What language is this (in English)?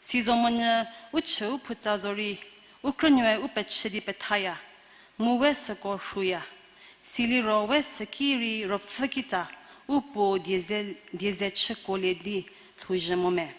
Angami Naga